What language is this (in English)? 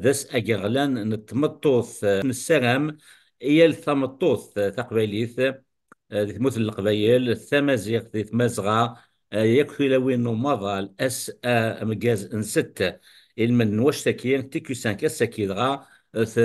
Kabyle